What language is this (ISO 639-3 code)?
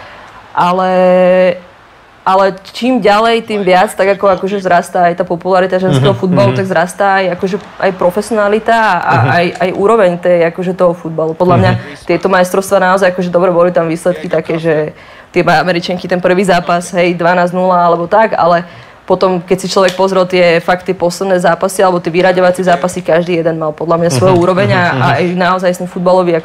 slk